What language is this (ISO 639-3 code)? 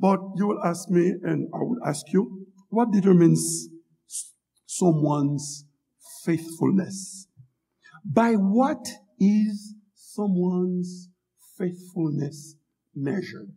hat